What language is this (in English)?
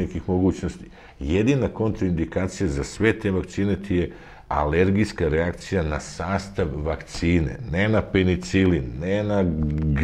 Serbian